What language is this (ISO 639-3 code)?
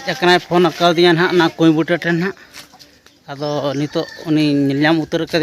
sat